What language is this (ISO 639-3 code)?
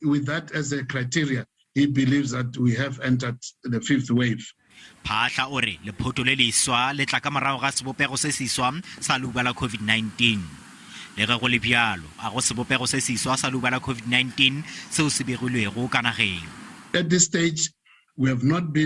nso